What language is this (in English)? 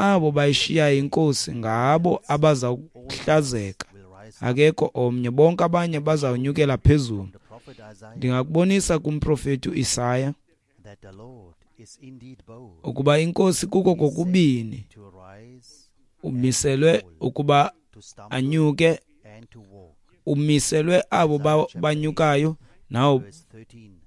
Xhosa